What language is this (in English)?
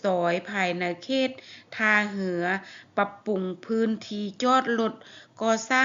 Lao